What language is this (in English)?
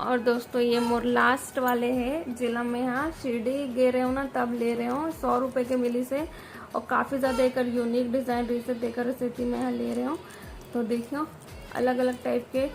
Chhattisgarhi